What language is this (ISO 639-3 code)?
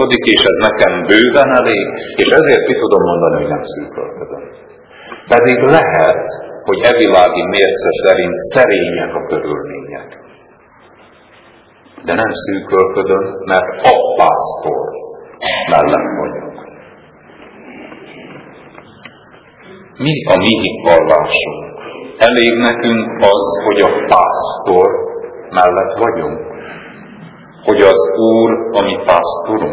hun